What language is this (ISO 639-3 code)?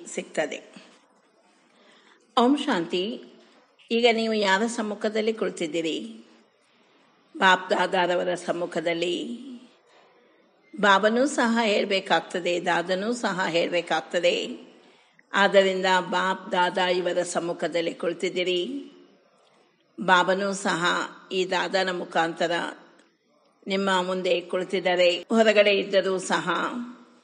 kan